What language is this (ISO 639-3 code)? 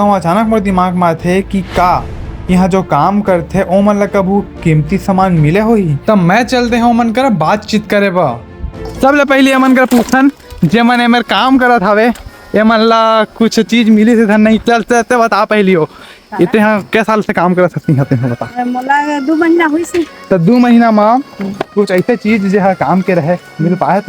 hne